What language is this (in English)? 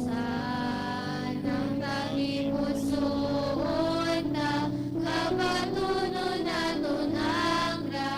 Hiligaynon